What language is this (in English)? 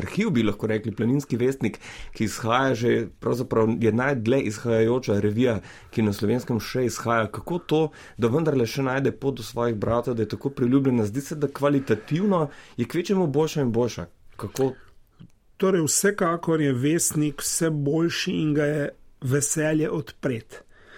Slovenian